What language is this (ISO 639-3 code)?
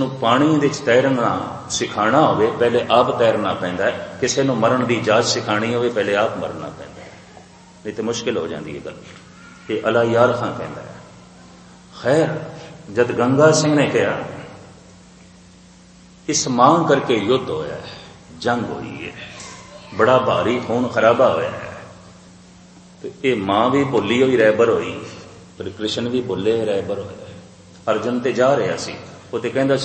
pan